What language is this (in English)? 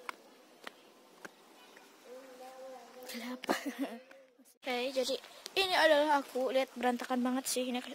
Indonesian